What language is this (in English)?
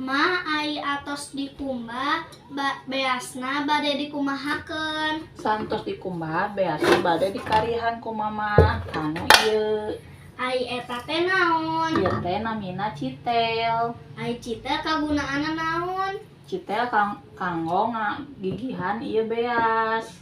Sundanese